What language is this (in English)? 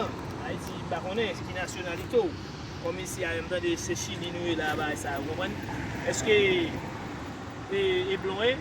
Haitian Creole